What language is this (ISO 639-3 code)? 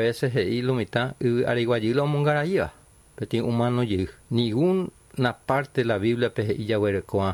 grn